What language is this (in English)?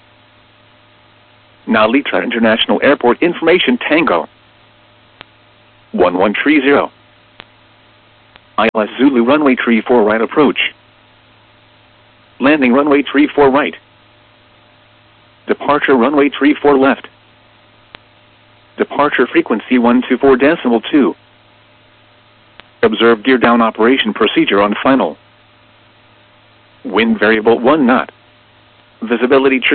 English